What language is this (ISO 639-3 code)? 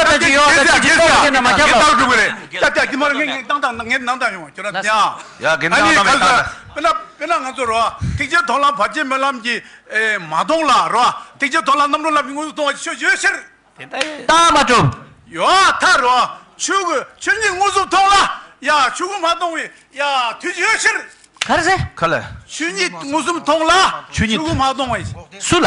bod